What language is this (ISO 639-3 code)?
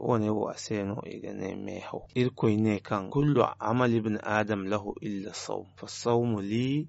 dje